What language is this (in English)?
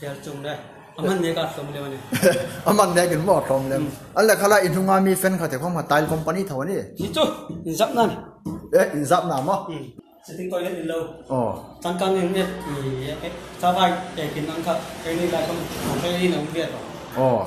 Hmar